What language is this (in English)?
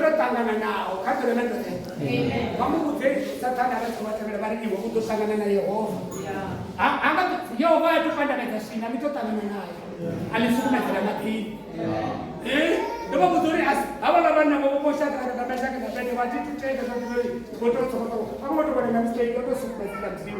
Venda